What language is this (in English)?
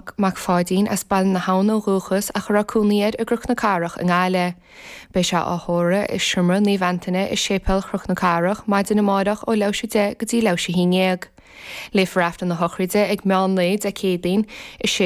Irish